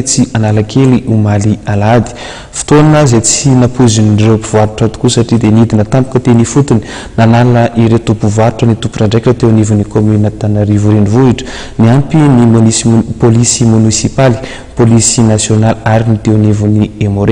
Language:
Malagasy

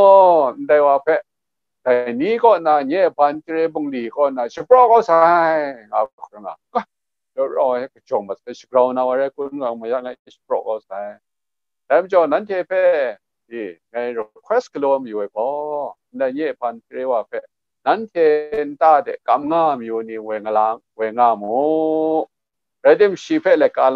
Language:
Kachin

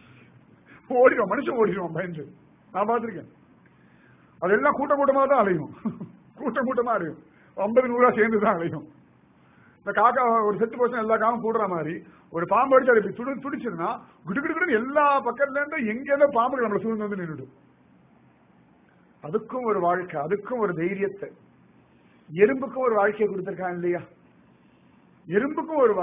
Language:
Tamil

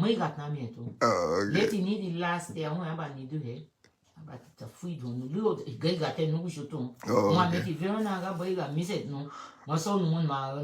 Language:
Garifuna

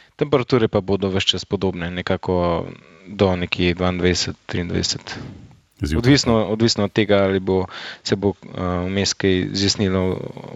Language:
Slovenian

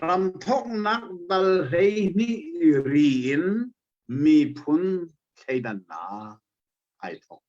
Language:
Hakha Chin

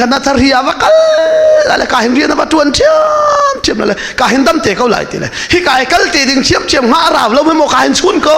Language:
Hakha Chin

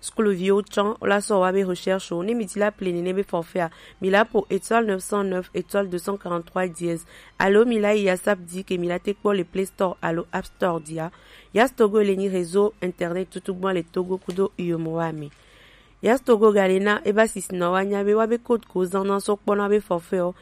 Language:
Gen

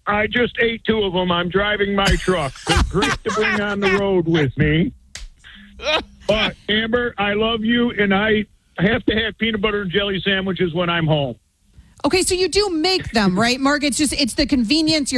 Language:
English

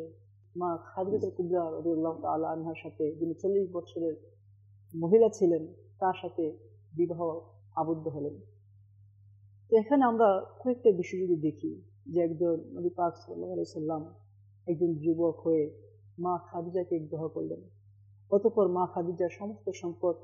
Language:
Bangla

